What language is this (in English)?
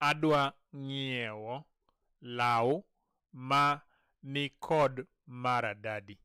Luo (Kenya and Tanzania)